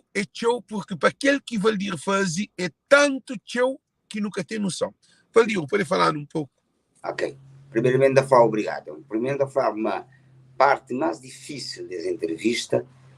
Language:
Kabuverdianu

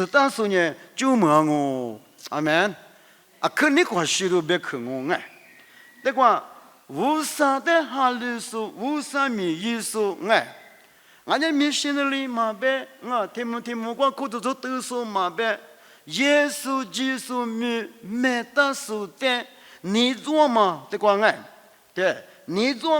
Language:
Lisu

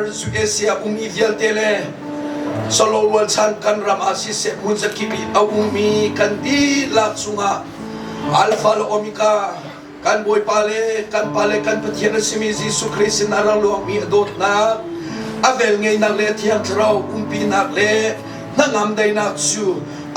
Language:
Hakha Chin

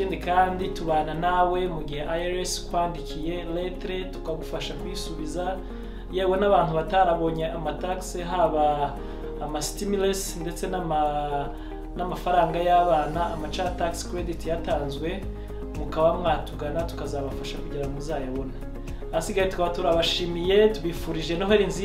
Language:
Kinyarwanda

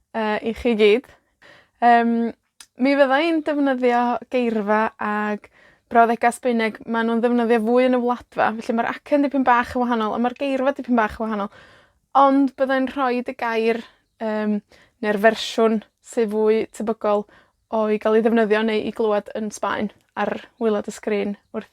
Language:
Welsh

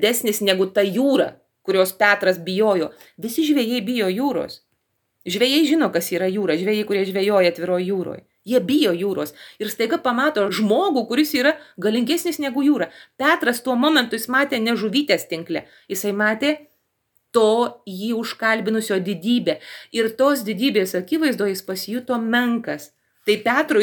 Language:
Lithuanian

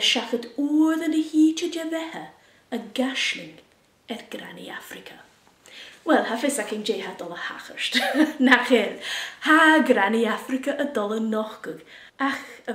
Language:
Scottish Gaelic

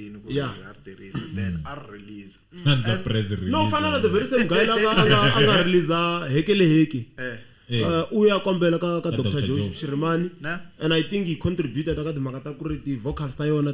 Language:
Tsonga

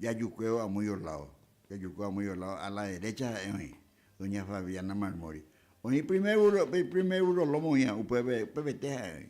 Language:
Guarani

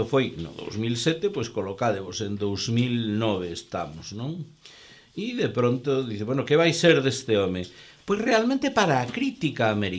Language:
Galician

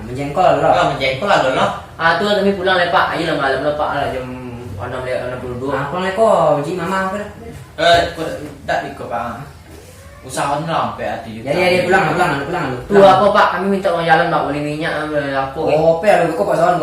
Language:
Minangkabau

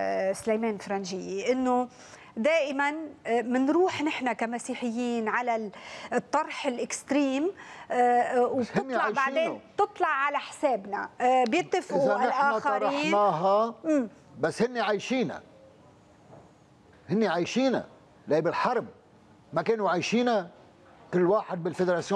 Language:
North Levantine Arabic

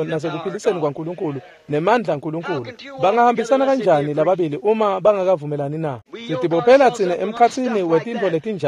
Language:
Swati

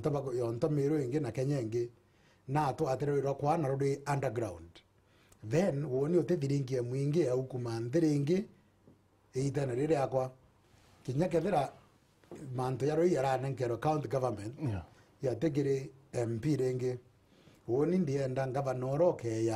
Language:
Meru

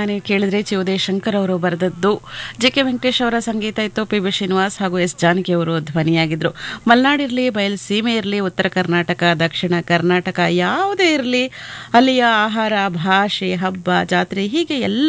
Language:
Kannada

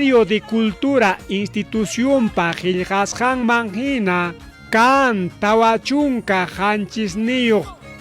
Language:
Ayacucho Quechua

